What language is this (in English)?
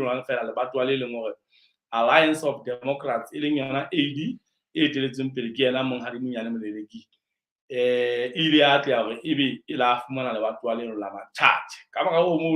Southern Sotho